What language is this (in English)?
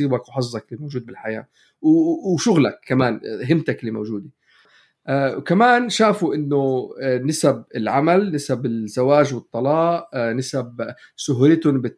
North Levantine Arabic